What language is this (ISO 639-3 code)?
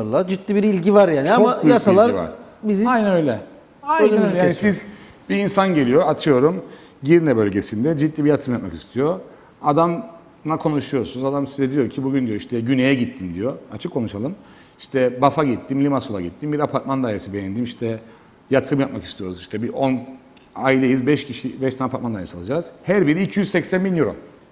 tur